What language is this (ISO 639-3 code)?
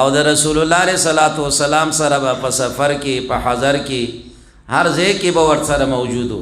pus